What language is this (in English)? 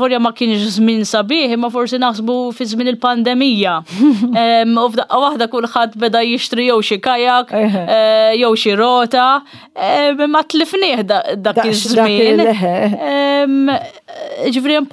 Maltese